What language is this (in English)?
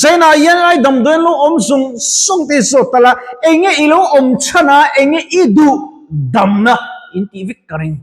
Mizo